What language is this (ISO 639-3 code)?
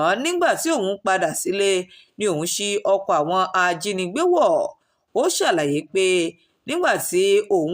yor